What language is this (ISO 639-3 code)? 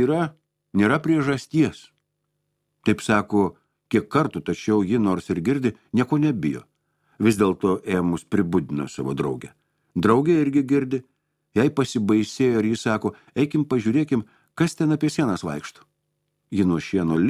lit